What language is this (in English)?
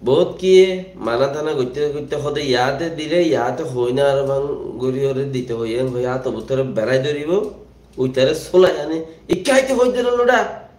Rohingya